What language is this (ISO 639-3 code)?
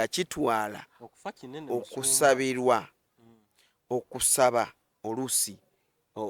lug